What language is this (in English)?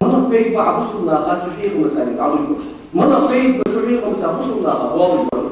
Ingush